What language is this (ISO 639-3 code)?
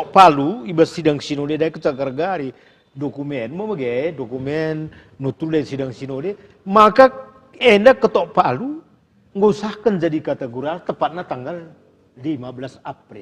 btx